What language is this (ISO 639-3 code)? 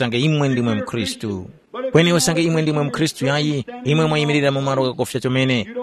tum